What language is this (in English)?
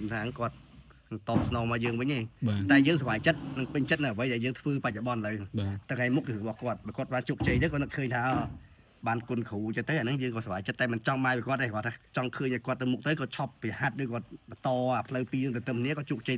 Khmer